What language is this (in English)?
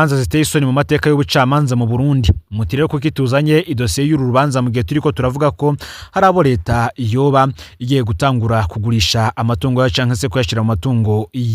Rundi